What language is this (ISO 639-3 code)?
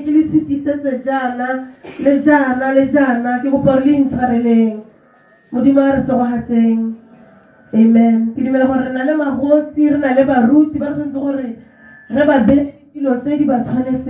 tsn